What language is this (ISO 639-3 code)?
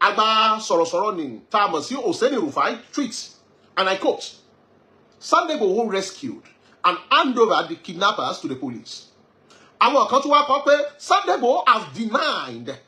yor